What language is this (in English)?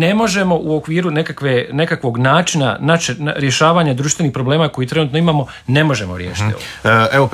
Croatian